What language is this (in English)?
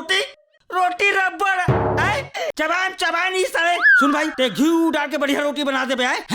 Chhattisgarhi